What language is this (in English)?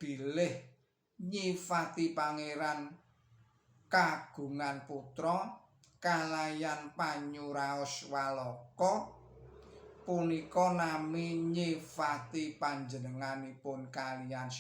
Javanese